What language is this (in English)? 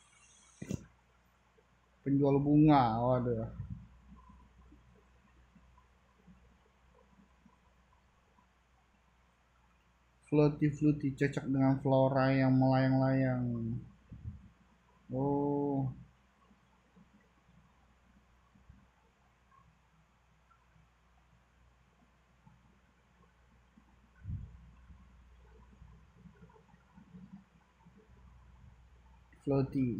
Indonesian